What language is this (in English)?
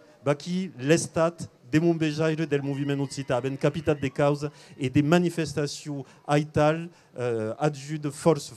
Occitan